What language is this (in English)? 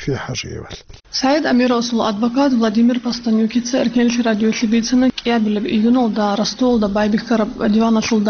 Avaric